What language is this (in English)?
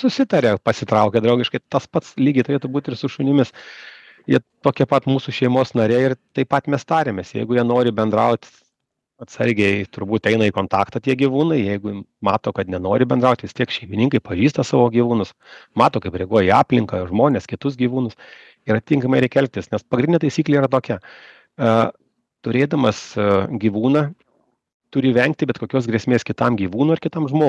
Lithuanian